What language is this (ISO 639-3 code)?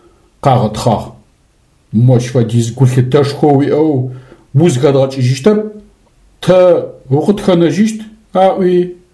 ady